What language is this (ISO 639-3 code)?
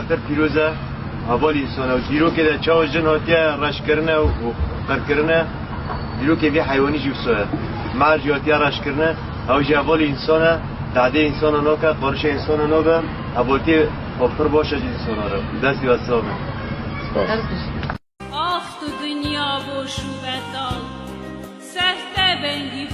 kur